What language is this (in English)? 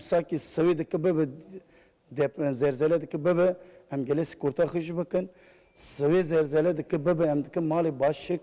Kurdish